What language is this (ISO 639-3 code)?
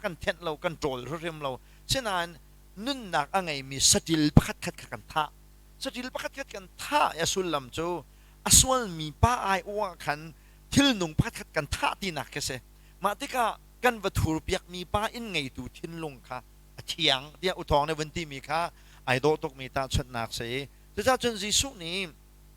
cnh